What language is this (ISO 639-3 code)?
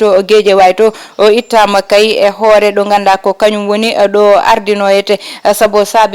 ful